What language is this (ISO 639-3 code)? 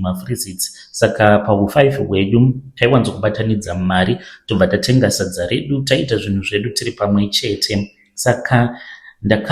sna